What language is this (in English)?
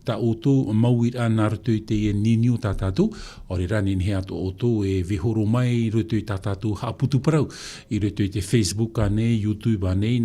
Tahitian